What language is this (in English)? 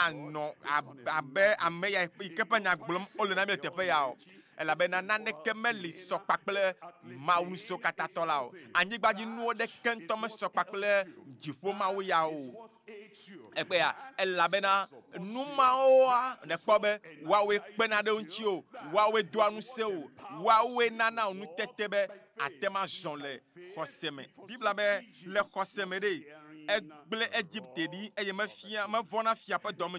Ewe